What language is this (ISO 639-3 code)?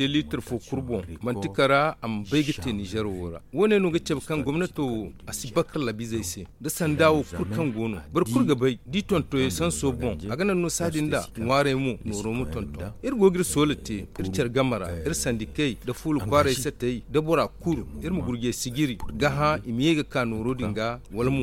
dje